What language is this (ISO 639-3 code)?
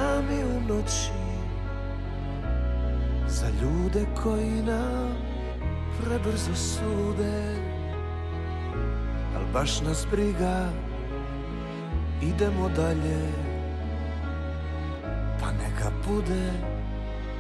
hrv